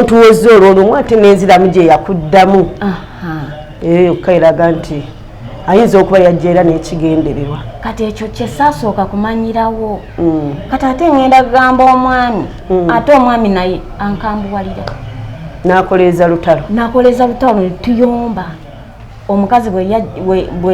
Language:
Ganda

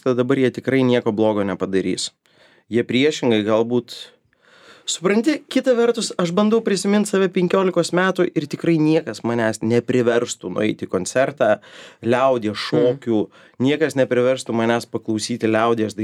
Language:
Lithuanian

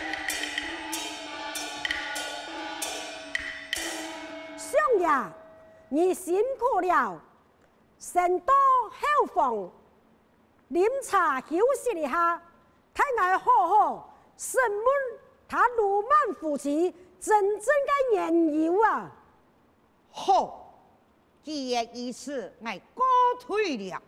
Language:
Hakka Chinese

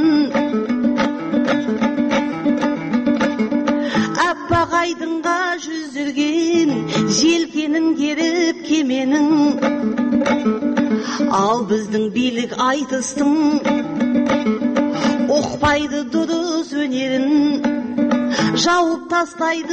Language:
Kazakh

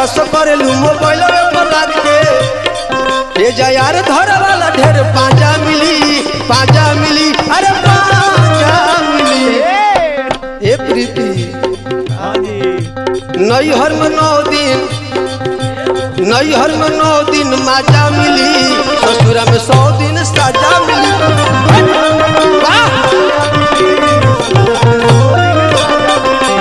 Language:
Bhojpuri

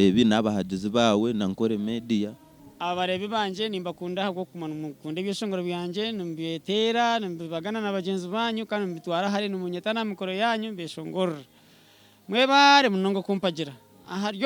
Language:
Nyankole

